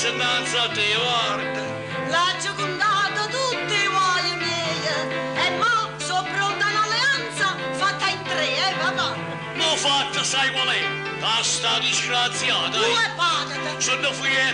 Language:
Neapolitan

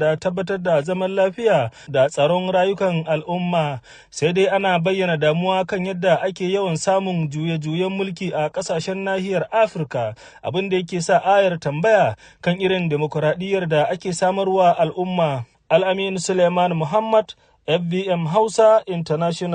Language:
Hausa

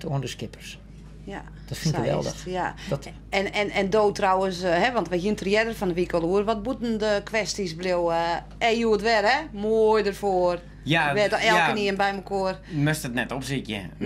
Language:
Western Frisian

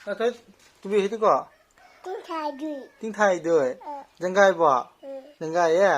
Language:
Manipuri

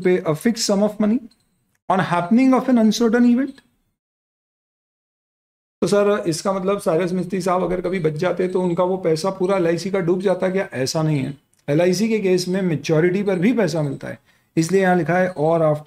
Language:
Hindi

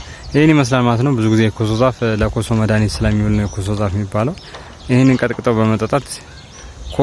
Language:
Amharic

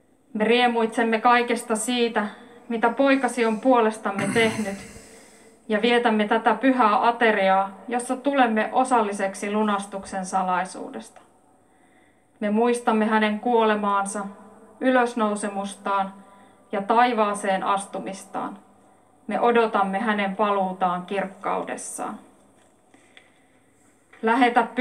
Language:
Finnish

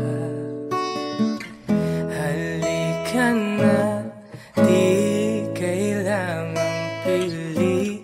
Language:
Filipino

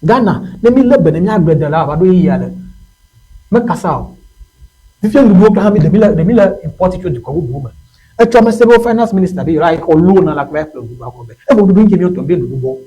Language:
Ewe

